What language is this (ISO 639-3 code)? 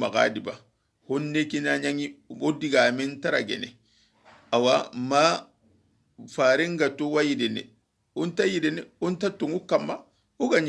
snk